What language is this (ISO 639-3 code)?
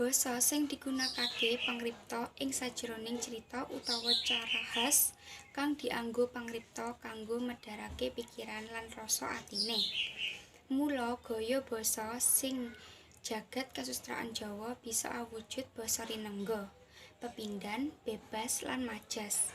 jav